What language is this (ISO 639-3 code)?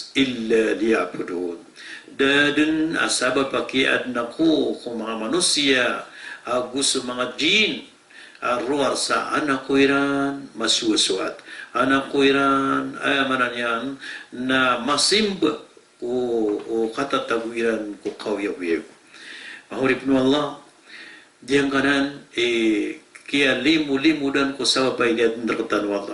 mrw